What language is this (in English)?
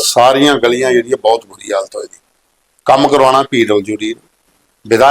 Dogri